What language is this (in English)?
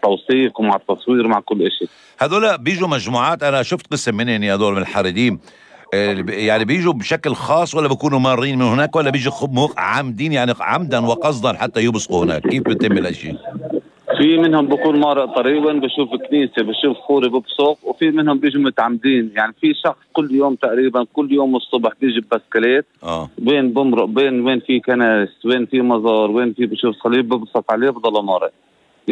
North Levantine Arabic